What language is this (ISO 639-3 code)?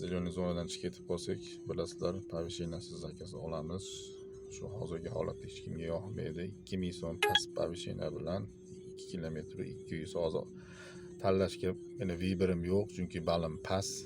uzb